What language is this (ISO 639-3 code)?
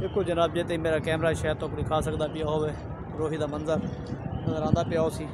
skr